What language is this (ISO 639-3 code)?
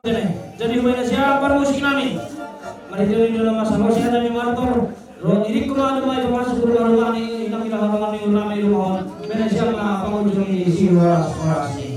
bts